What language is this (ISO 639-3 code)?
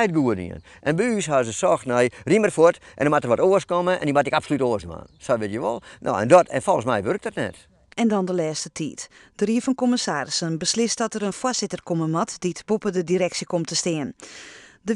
fry